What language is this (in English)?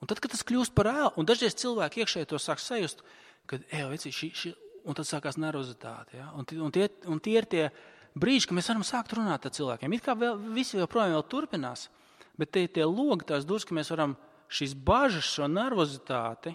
Latvian